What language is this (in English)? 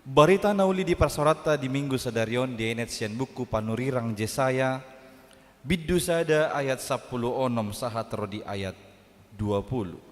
Batak Toba